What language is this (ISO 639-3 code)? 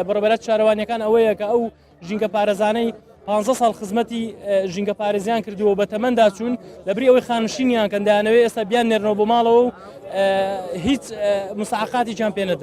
ckb